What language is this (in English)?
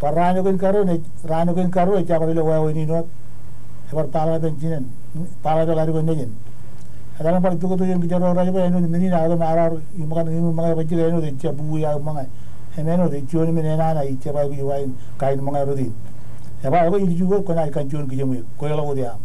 Marshallese